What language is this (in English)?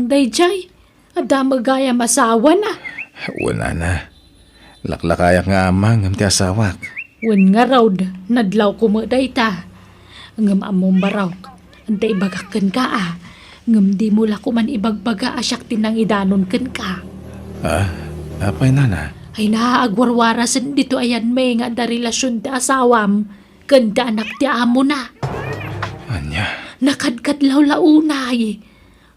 Iloko